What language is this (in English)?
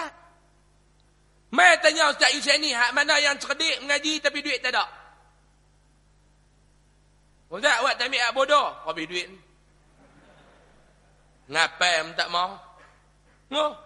Malay